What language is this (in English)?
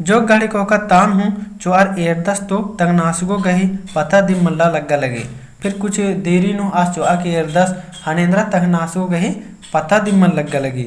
Kurukh